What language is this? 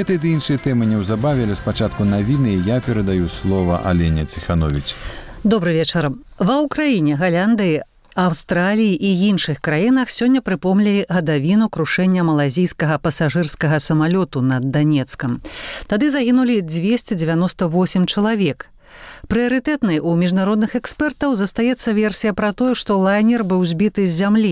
Belarusian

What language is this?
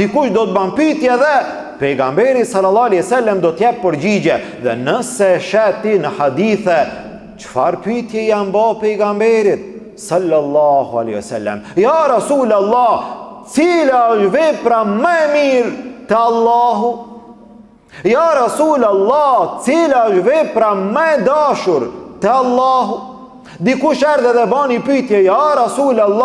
Albanian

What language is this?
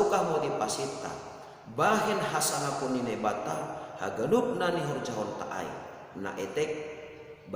Batak Simalungun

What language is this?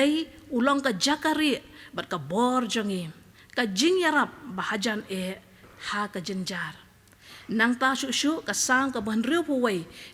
Khasi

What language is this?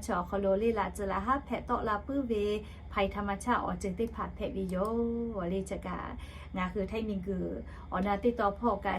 Lahu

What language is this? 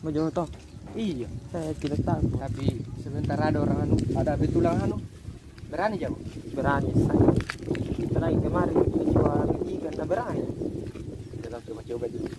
Makassar Malay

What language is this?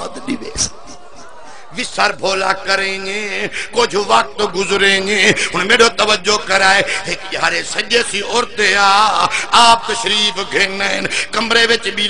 Saraiki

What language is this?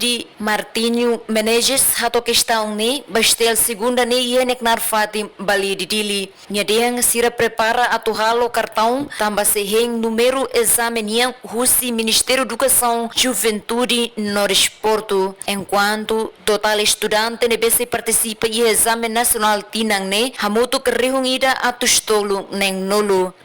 Tetum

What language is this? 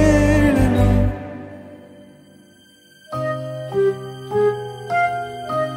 Kannada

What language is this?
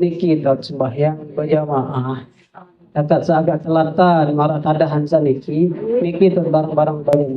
Sasak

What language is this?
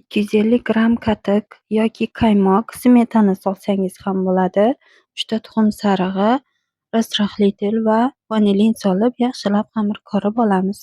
Uzbek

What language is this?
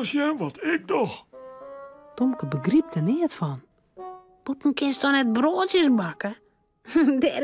Western Frisian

